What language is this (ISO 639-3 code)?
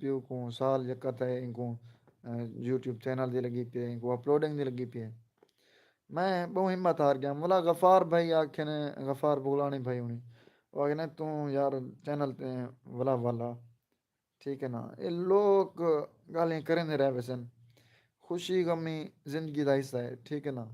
skr